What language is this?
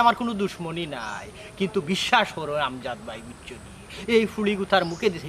Sylheti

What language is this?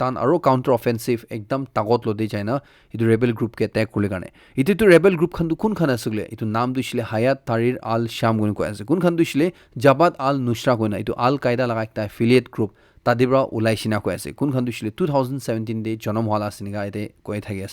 Naga Pidgin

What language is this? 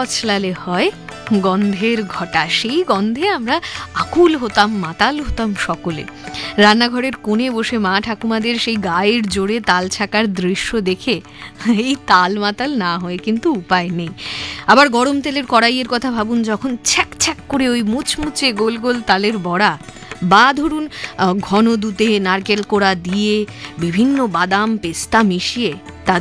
Bangla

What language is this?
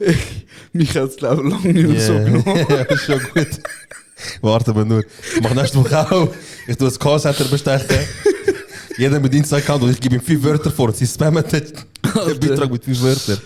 Swiss German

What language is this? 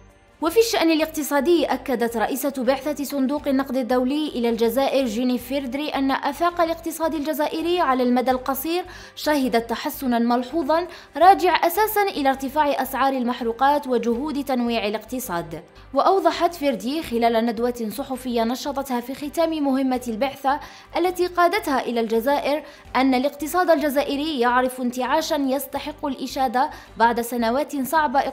Arabic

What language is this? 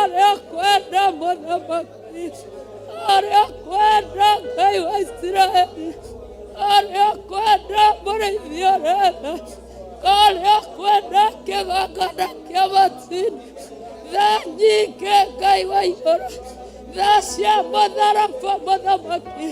Kikuyu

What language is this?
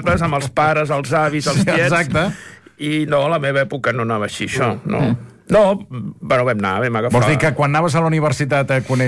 Catalan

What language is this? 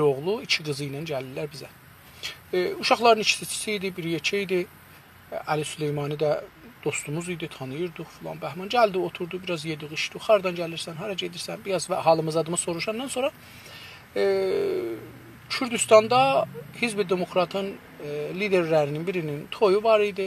South Azerbaijani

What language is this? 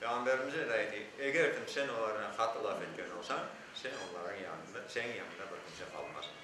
Crimean Tatar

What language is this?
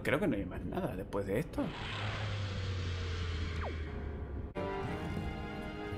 Spanish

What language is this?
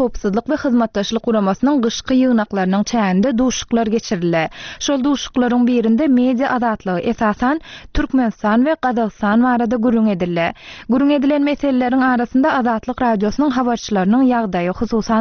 Turkmen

